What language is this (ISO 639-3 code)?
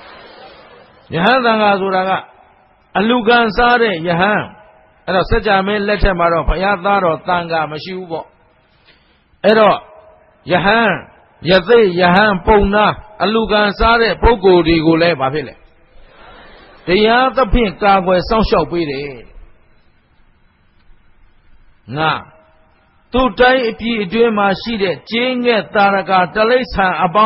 mya